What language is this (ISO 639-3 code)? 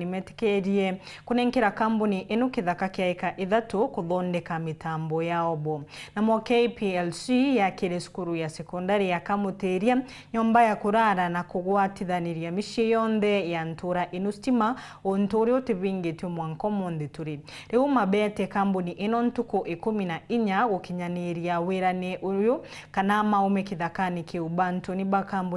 mer